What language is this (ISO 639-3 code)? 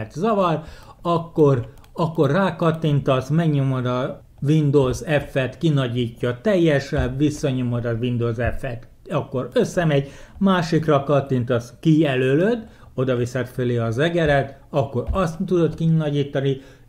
hun